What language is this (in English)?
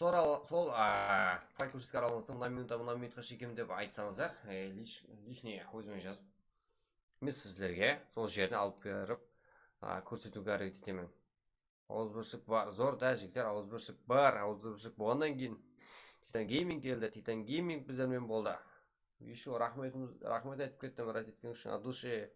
Kara-Kalpak